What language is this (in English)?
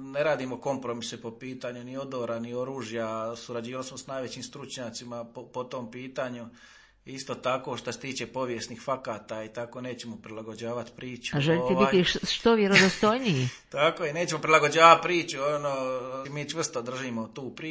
Croatian